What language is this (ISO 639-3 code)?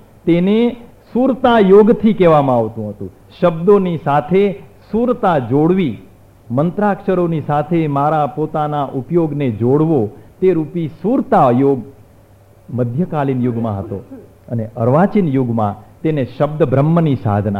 guj